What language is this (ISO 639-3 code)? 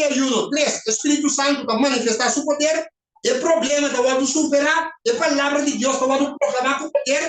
pap